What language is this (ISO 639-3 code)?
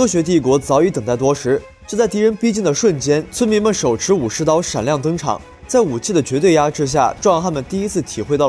zho